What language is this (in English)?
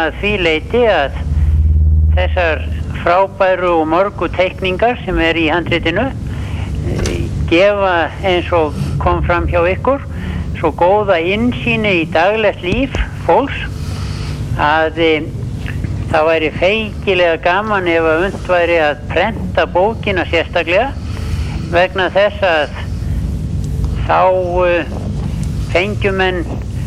Icelandic